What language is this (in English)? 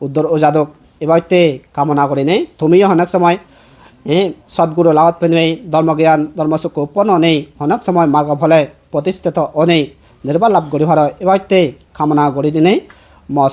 Chakma